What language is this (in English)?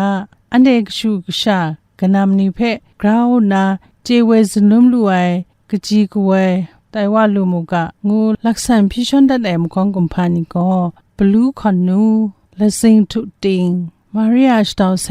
Kachin